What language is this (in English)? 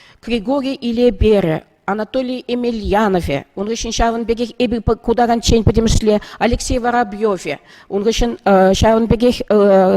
Chuvash